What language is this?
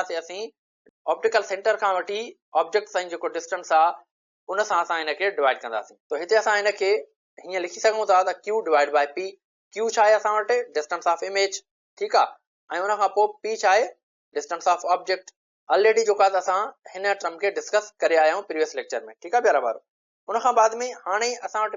Sindhi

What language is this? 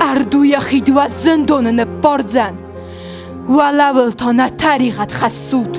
Ossetic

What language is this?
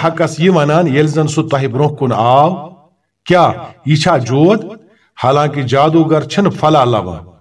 Kashmiri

